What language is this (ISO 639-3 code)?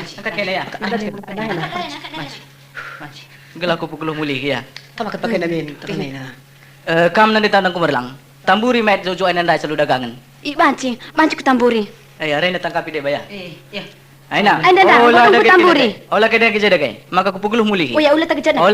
btx